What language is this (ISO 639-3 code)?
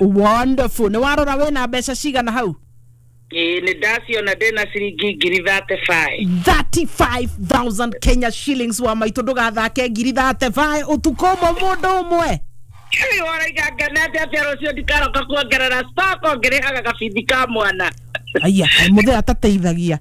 kik